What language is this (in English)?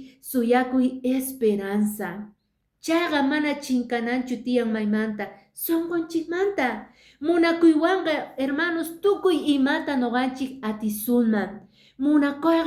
Quechua